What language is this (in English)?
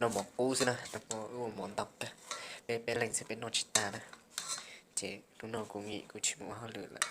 Hmong